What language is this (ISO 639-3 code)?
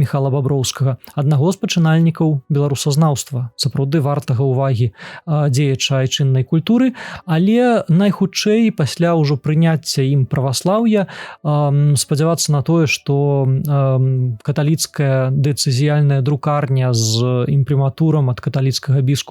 bel